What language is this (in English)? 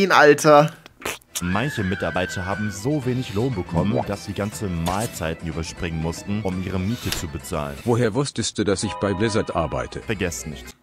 German